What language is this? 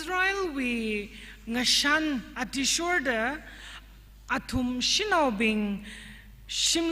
Tangkhul Naga (India)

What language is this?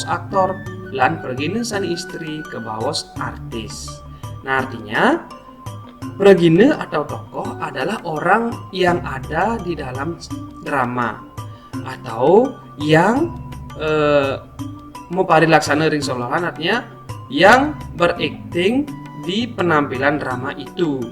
Balinese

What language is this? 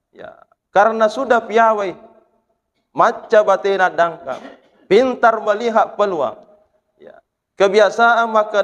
Buginese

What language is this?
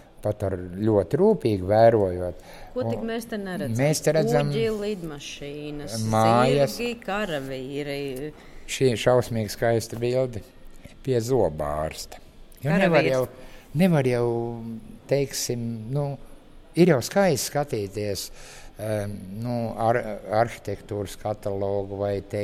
Latvian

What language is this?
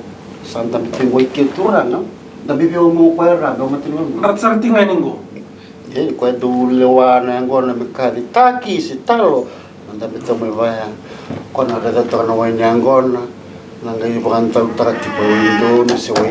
Fijian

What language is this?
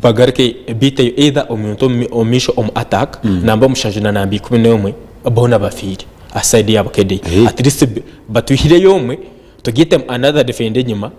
Nyankole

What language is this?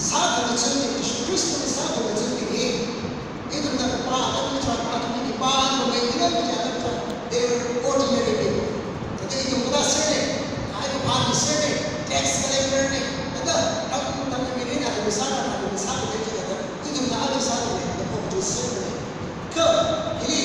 Tangkhul Naga (India)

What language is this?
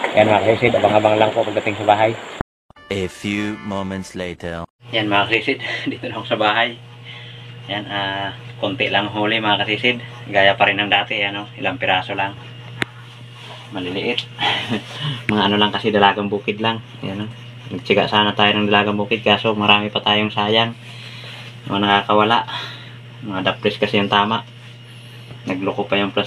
Filipino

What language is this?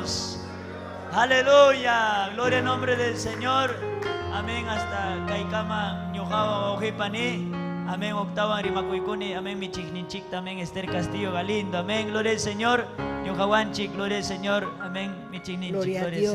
Ayacucho Quechua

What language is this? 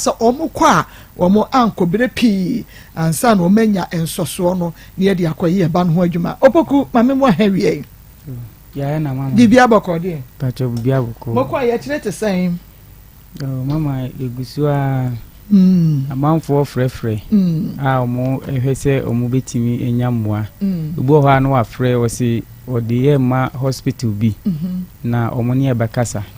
Akan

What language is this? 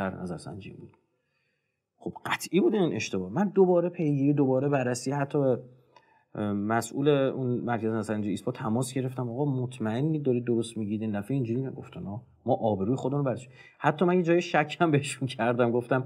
Persian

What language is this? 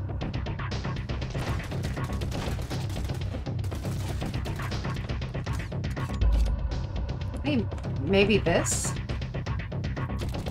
English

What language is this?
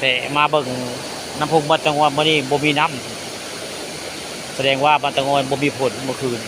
Northeastern Thai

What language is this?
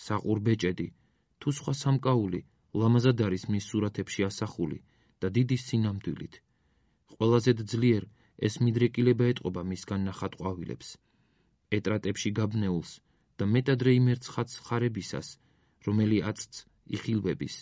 Georgian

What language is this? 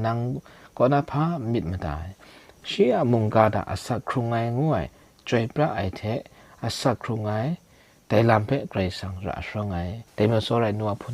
Kachin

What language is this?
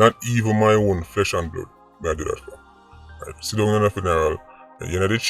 Jamaican Creole English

